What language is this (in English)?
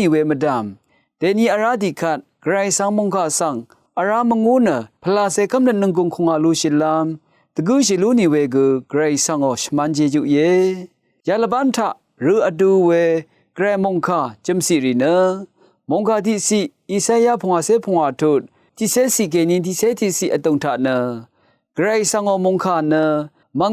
Rawang